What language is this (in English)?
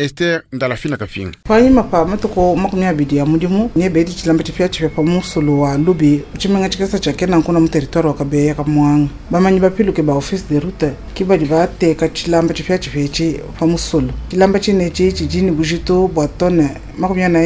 Luba-Lulua